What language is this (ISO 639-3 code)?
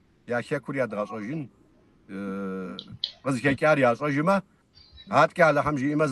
kbd